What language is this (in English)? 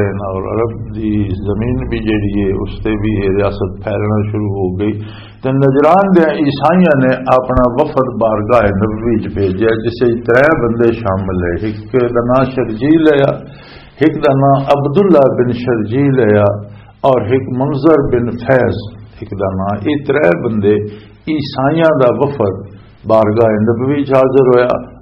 Western Panjabi